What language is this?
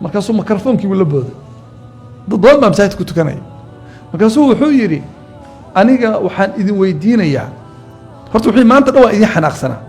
Somali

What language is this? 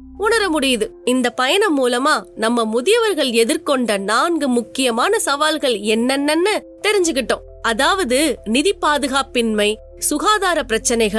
Tamil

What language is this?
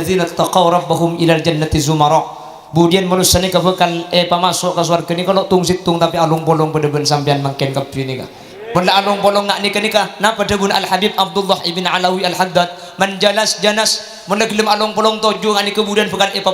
Madurese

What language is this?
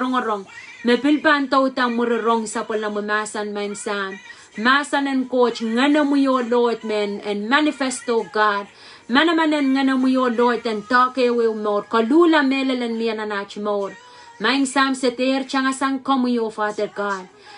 Pohnpeian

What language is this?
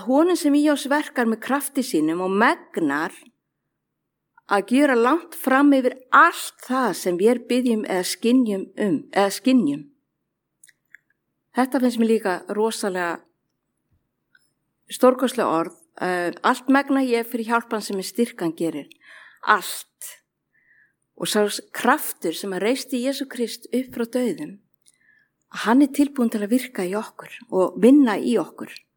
Icelandic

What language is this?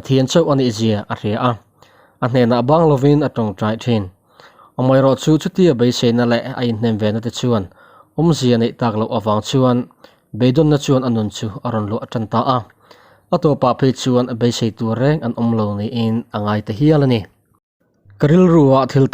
Mizo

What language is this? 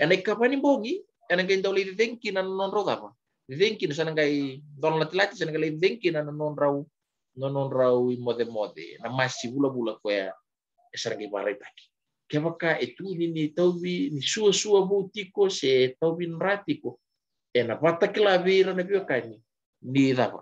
Fijian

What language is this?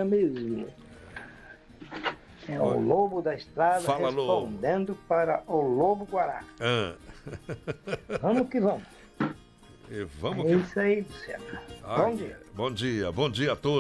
Portuguese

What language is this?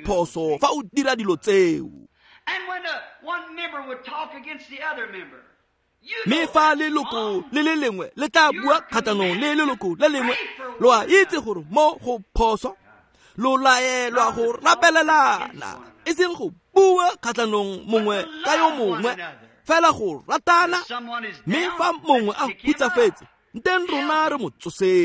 Tswana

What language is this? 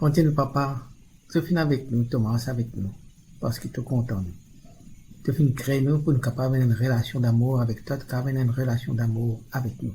Morisyen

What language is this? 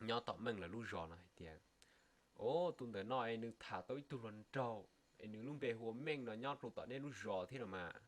Hmong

